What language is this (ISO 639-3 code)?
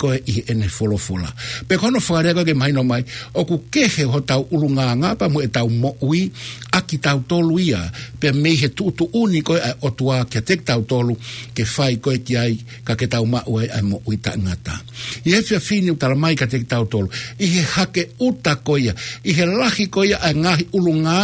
ton